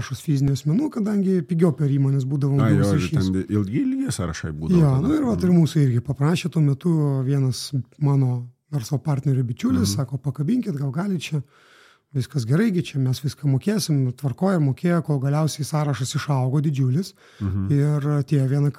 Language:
Lithuanian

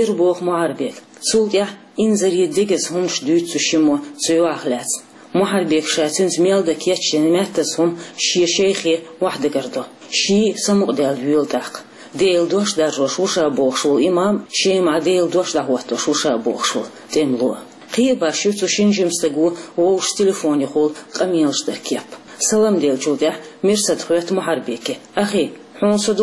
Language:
Chechen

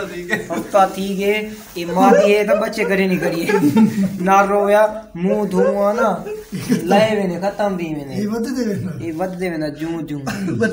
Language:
Saraiki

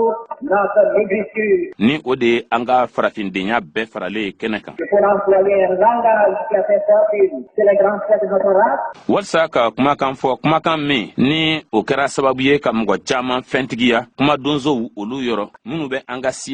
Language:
Bambara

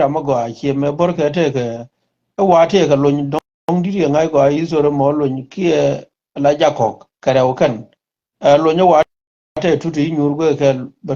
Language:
Nuer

